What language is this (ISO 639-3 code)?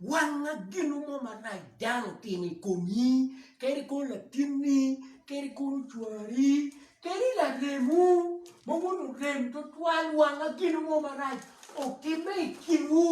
ach